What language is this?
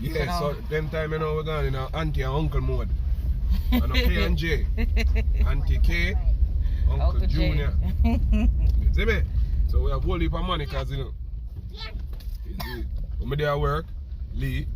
Jamaican Creole English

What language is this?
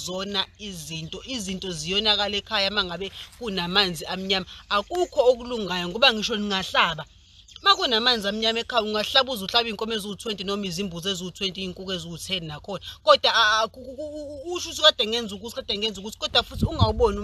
Zulu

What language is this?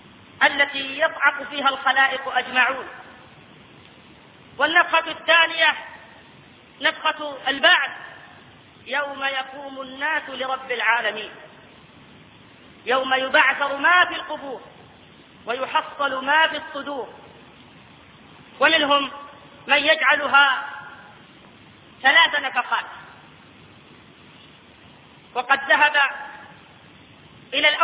Arabic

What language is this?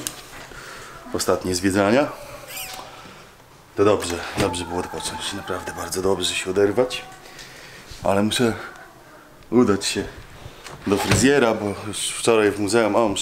Polish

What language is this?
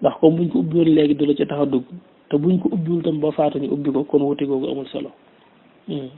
Wolof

